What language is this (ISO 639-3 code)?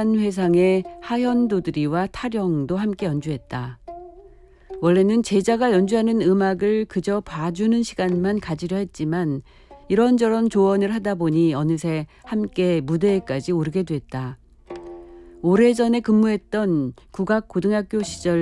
kor